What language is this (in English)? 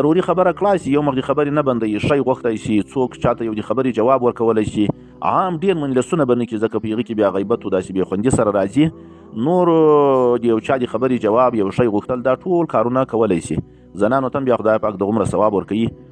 Pashto